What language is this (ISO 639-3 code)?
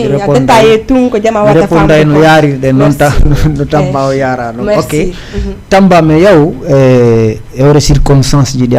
ful